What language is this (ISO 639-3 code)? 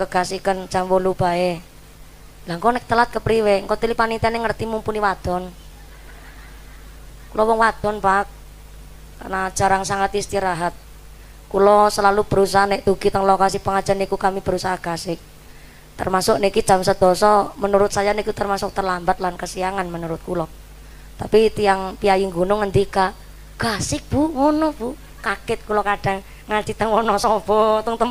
jav